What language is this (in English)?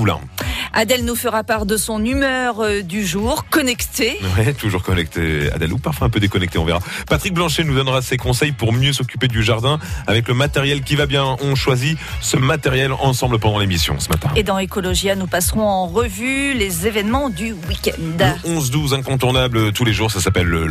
French